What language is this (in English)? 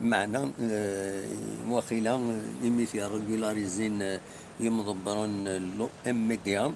Kabyle